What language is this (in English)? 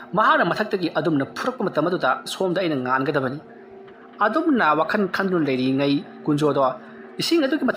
Manipuri